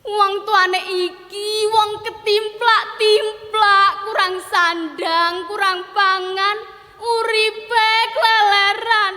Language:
Javanese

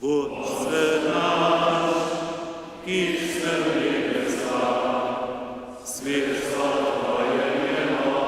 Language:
Upper Sorbian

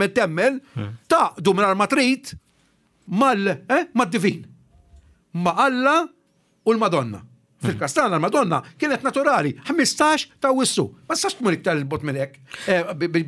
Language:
Maltese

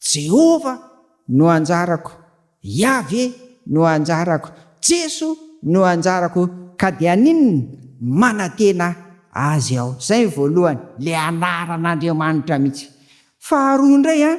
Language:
Malagasy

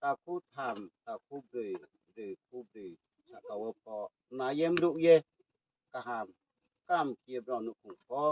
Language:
Riang (India)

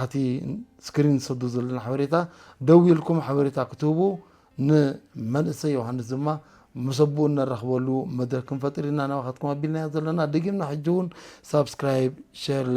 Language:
Tigrinya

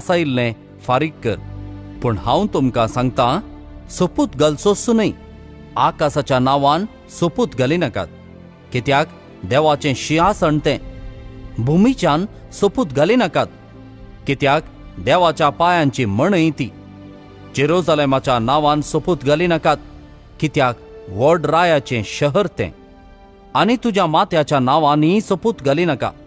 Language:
Konkani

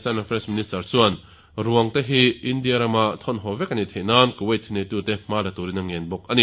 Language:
Mizo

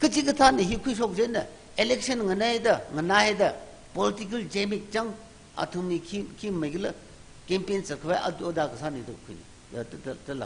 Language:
Tangkhul Naga (India)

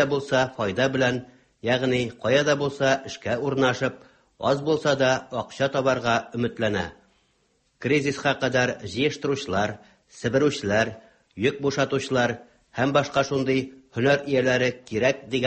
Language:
Tatar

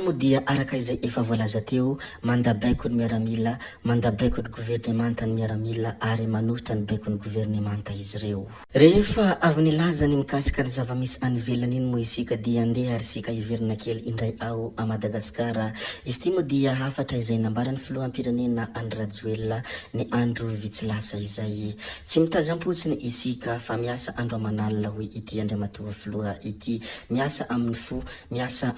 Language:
Malagasy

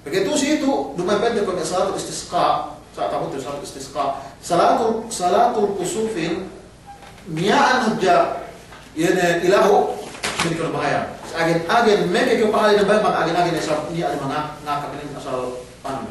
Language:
Yakan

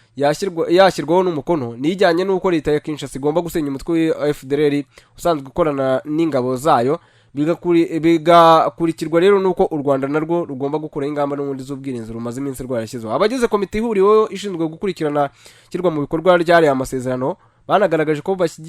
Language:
Kinyarwanda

